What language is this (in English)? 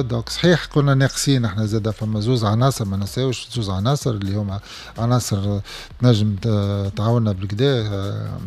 Tunisian Arabic